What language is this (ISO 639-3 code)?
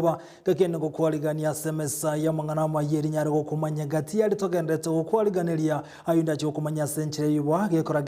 guz